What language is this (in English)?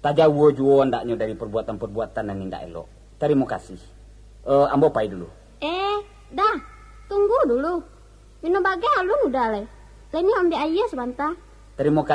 Minangkabau